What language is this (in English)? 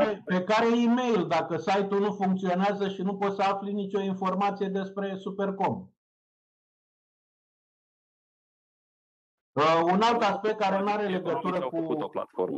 Romanian